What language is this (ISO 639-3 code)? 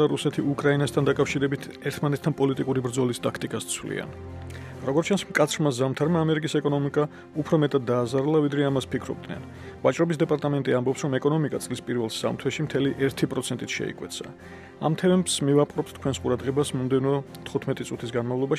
kat